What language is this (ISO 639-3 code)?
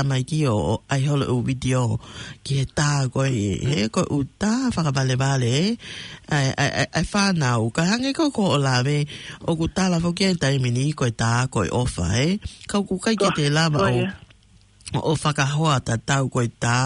ton